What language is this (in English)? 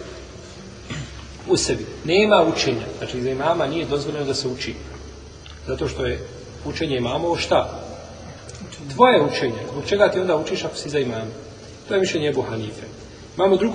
Bosnian